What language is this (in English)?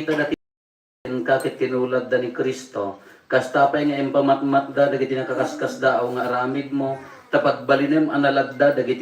Iloko